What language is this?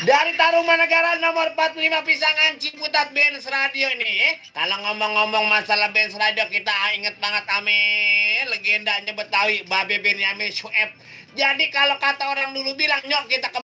Betawi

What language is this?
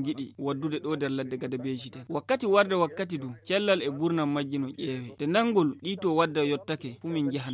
Nigerian Fulfulde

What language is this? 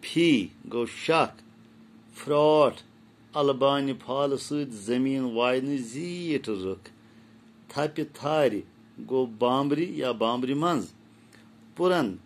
Kashmiri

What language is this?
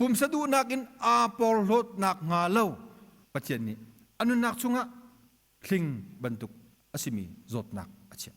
Hakha Chin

